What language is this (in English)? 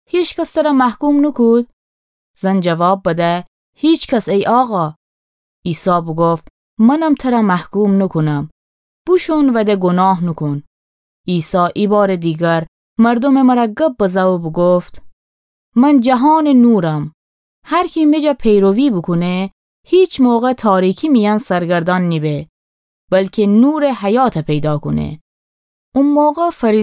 Gilaki